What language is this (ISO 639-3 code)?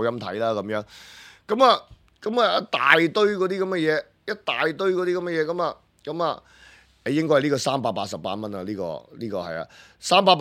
yue